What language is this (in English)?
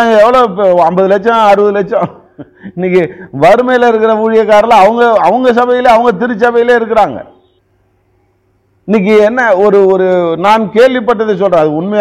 Tamil